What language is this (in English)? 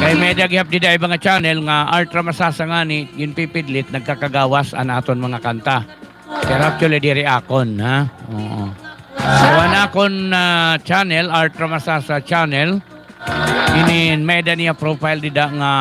Waray